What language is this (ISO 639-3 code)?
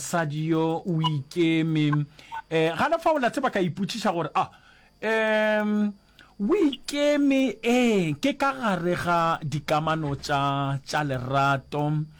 nso